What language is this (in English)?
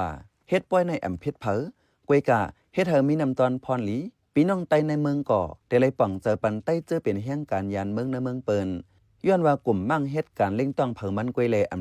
Shan